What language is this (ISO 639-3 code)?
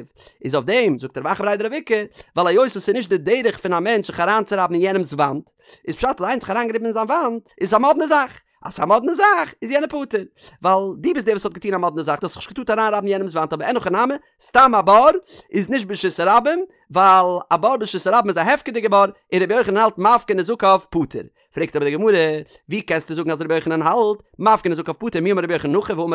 yid